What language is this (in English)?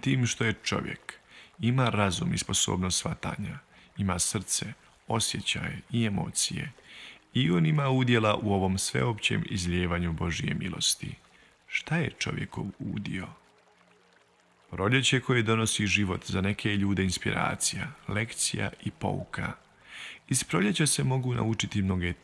Bosnian